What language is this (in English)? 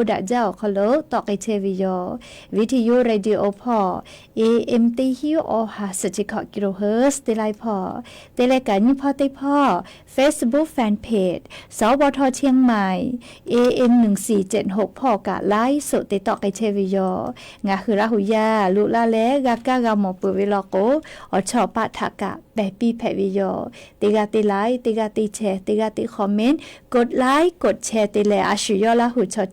Lahu